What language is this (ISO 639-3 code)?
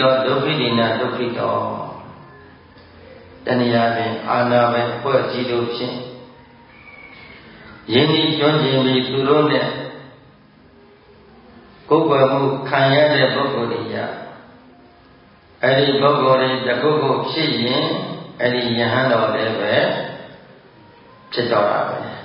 mya